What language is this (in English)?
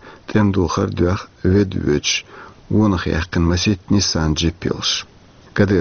Chechen